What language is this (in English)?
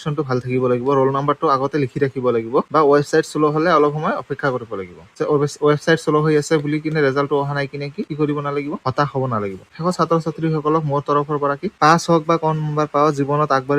Assamese